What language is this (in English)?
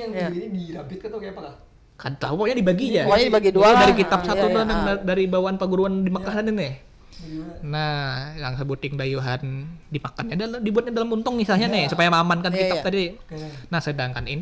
Banjar